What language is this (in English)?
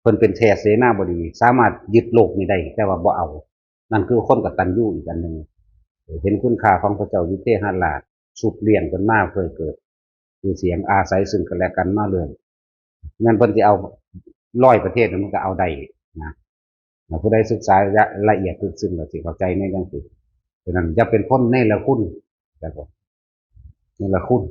Northeastern Thai